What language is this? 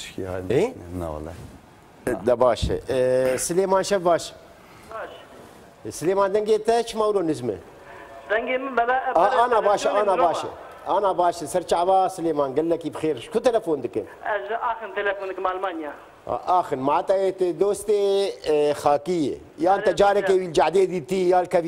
Kurdish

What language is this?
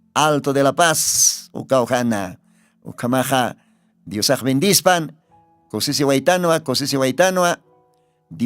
Aymara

